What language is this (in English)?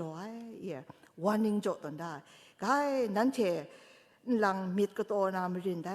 Kachin